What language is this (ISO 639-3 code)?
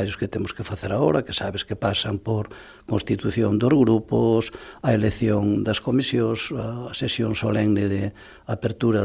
glg